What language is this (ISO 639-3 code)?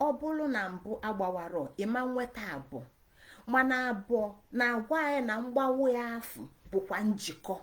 ibo